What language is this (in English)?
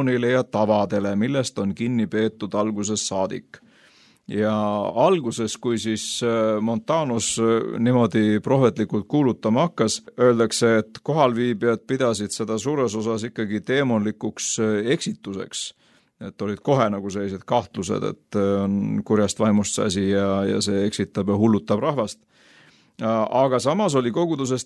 Estonian